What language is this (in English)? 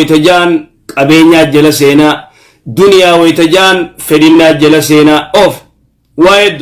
Oromo